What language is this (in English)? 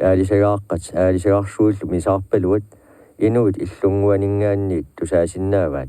Kalaallisut